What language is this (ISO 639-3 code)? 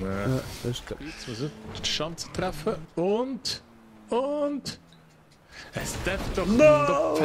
gsw